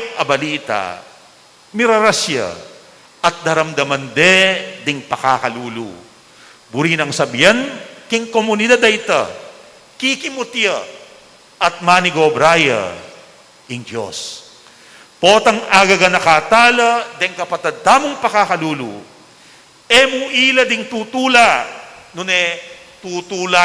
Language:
Pampanga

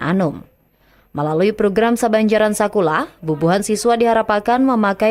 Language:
Banjar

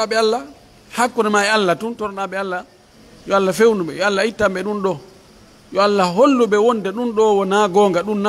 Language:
Pular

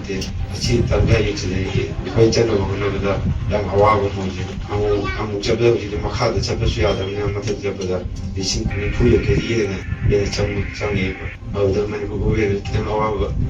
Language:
Manipuri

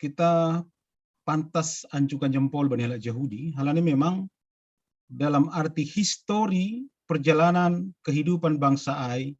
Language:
Batak Simalungun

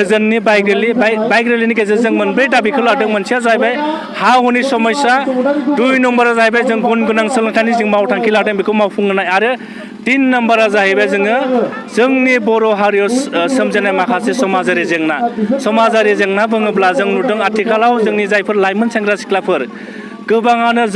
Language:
Bodo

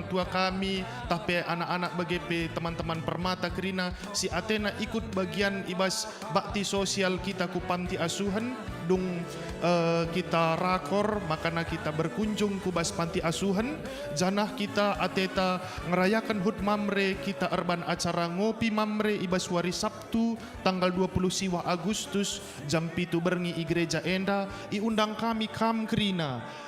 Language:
Batak Karo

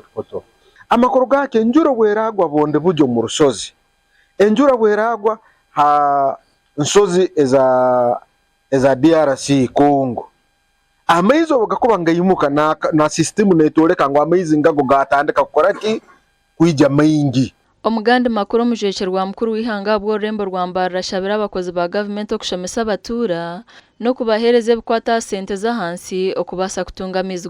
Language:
Nyankole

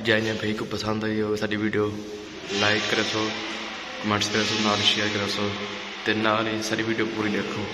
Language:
Saraiki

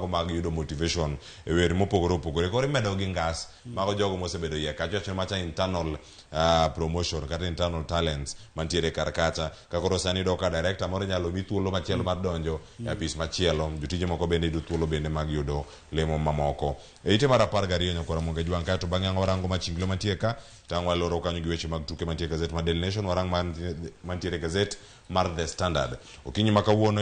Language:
Luo (Kenya and Tanzania)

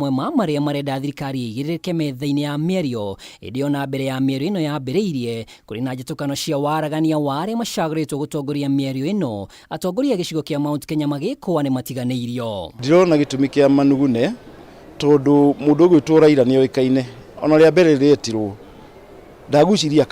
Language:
Kikuyu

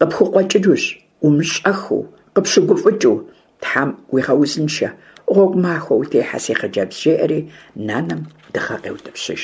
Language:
Kabardian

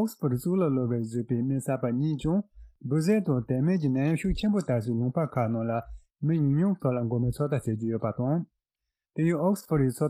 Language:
Tibetan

